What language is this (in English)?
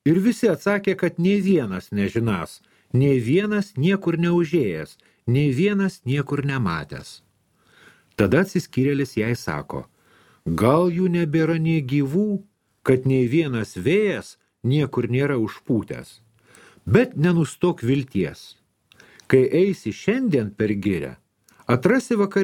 Lithuanian